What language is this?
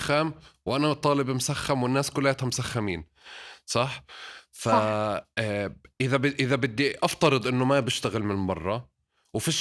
North Levantine Arabic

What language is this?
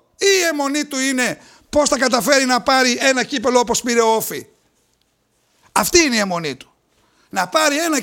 Greek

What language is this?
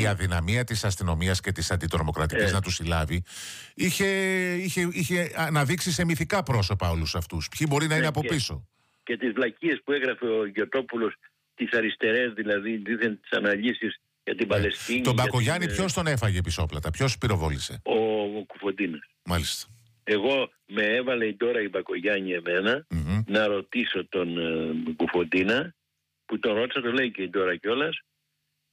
Greek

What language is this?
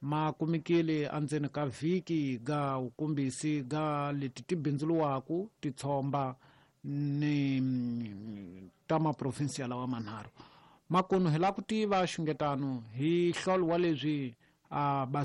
Tsonga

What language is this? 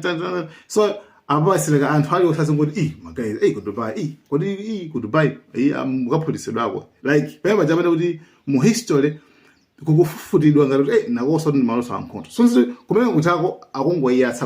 Nyanja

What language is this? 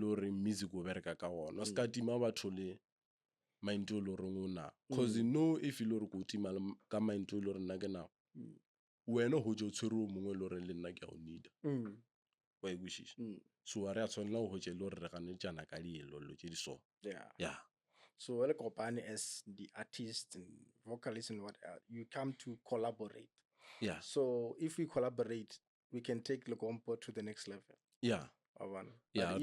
Northern Sotho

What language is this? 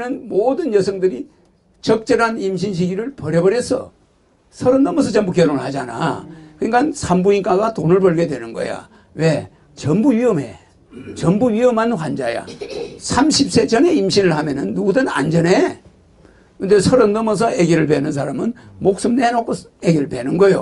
Korean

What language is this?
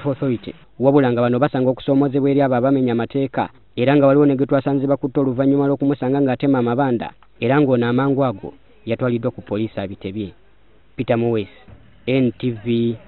Ganda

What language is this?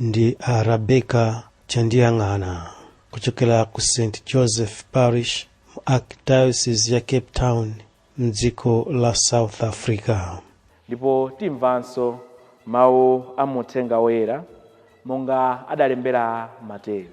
Nyanja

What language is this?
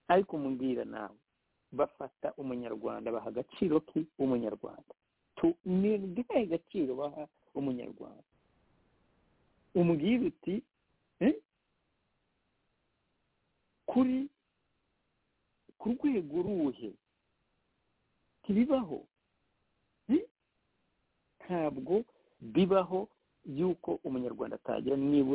Kinyarwanda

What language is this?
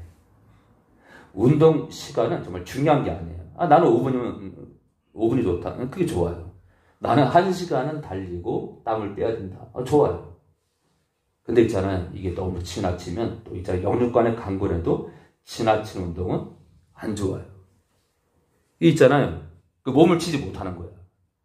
Korean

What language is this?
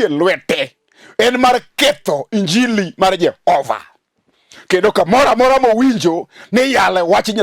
Luo (Kenya and Tanzania)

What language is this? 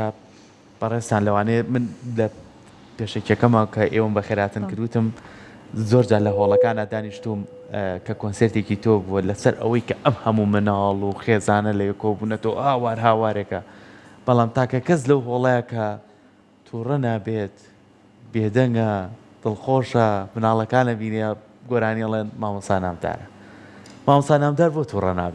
Central Kurdish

